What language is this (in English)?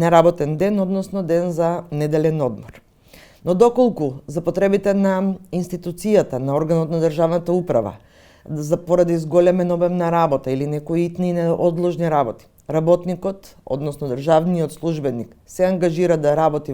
Macedonian